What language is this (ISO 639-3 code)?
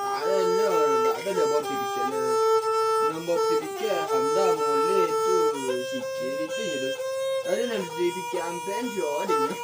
min